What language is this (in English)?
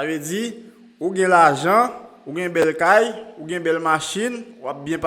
Haitian Creole